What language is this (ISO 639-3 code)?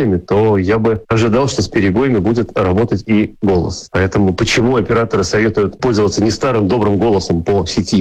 rus